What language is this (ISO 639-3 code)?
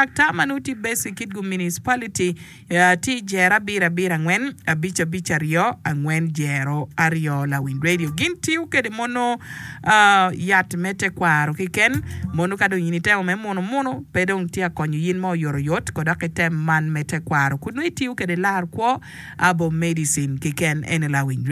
ach